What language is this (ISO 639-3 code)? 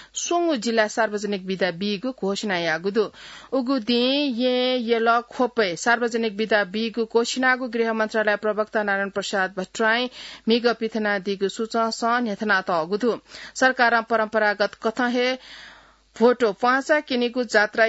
new